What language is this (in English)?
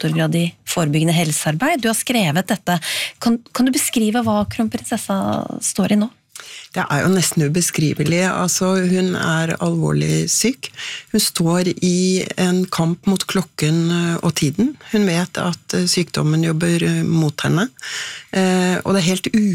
Norwegian